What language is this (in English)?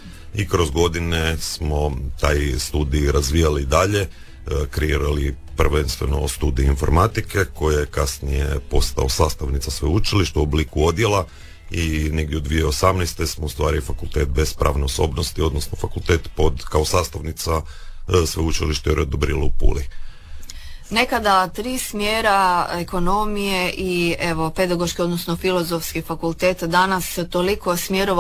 Croatian